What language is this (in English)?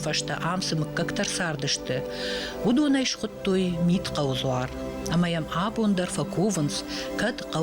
Ossetic